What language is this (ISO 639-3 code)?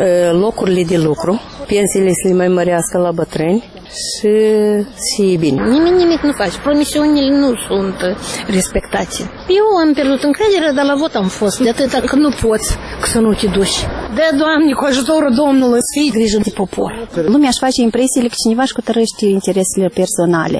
ron